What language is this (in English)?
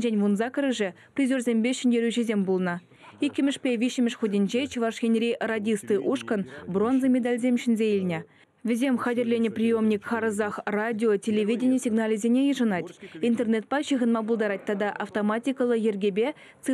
Chuvash